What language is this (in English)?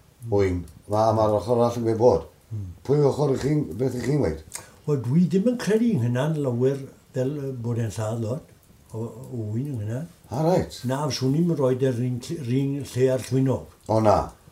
Welsh